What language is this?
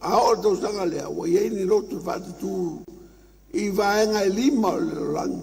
Samoan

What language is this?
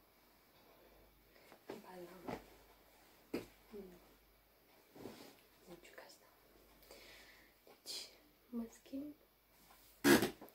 Romanian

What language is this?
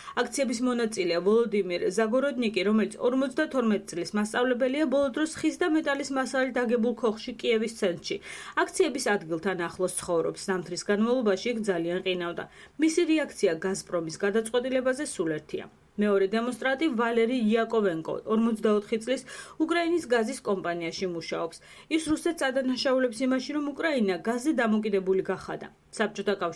Georgian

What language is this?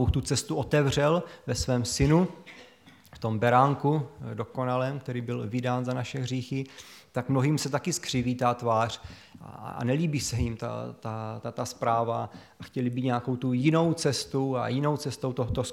Czech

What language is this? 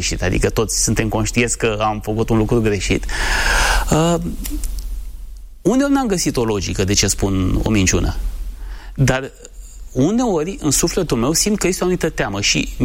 Romanian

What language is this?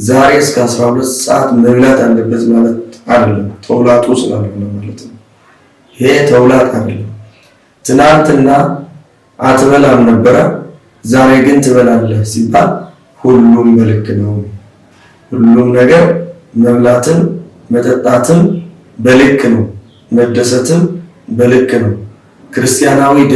Amharic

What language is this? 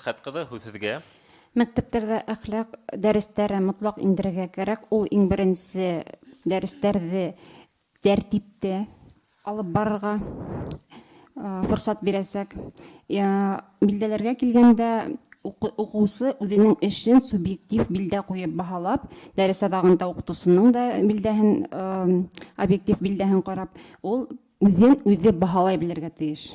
Bashkir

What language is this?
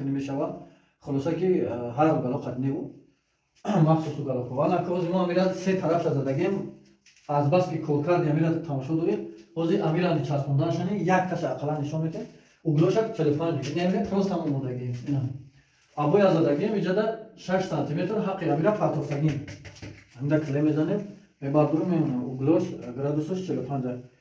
Tajik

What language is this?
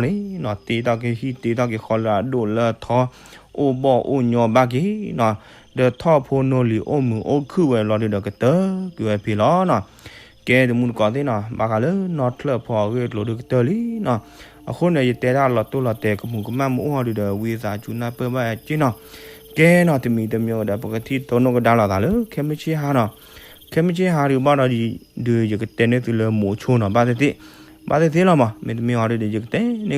S'gaw Karen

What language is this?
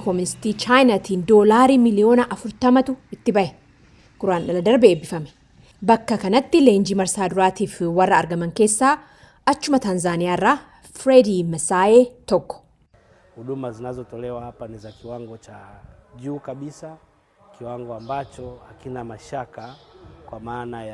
Oromo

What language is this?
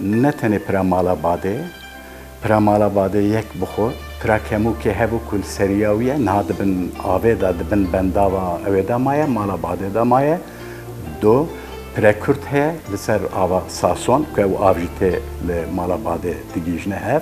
Kurdish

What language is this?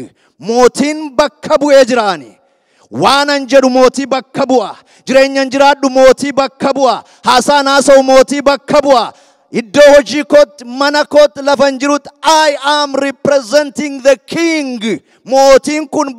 Oromo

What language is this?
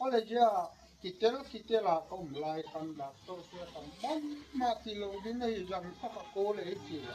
Gangte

